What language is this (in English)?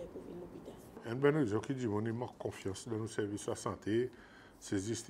Seselwa Creole French